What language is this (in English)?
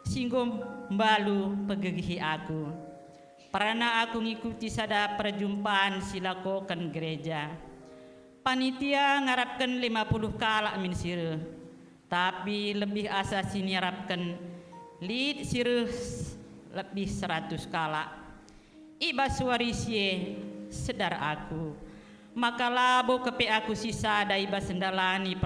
Batak Karo